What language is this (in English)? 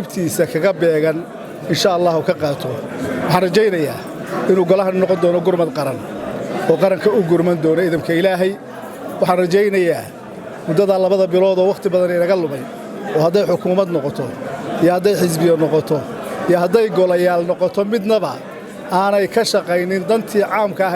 Somali